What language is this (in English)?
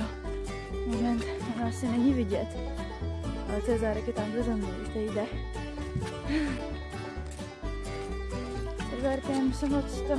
Czech